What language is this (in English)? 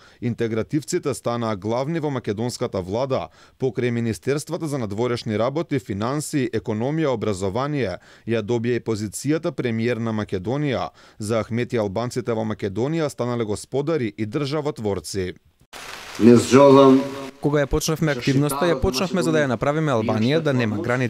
Macedonian